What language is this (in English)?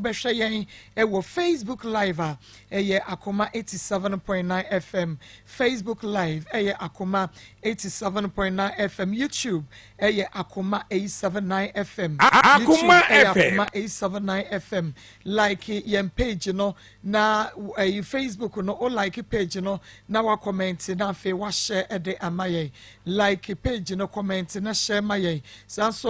Akan